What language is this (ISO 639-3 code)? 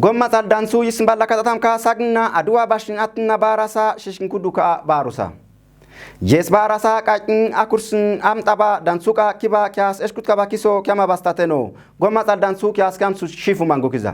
kbr